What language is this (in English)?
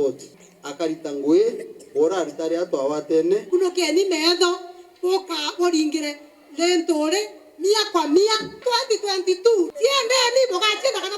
Meru